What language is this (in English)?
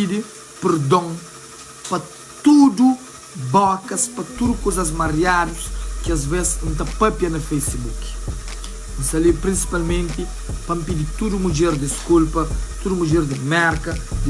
Kabuverdianu